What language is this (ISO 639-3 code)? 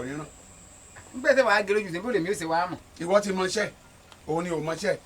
yor